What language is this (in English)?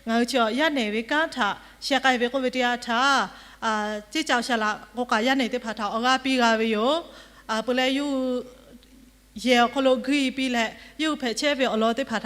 Lahu